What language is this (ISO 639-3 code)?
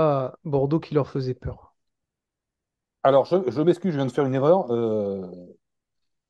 fra